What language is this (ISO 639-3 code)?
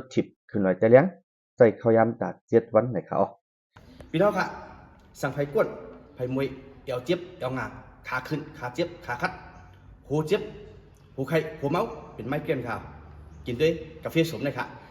shn